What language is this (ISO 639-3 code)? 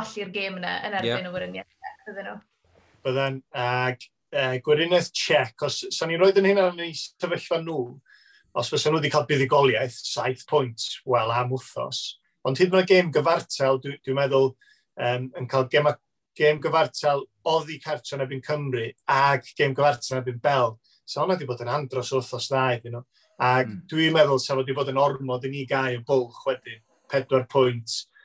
cym